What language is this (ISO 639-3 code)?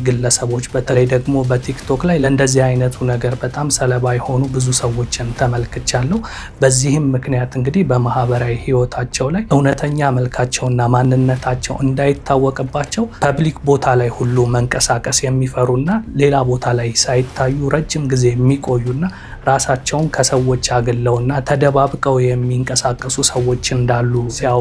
amh